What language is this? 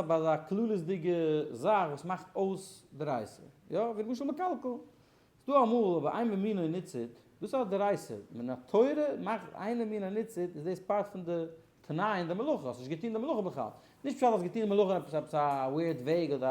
Yiddish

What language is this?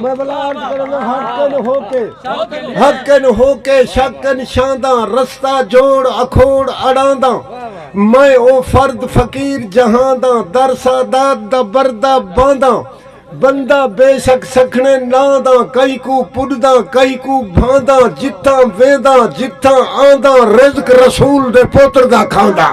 Saraiki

